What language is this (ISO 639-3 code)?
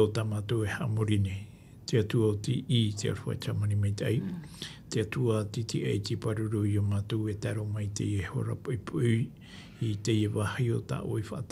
tah